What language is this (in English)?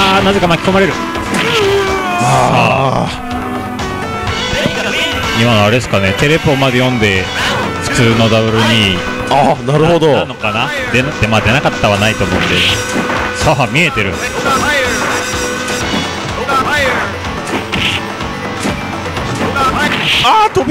Japanese